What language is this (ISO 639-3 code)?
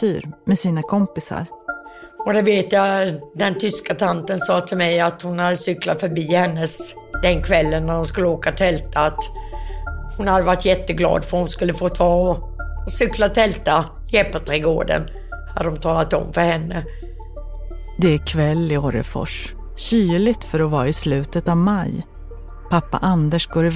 swe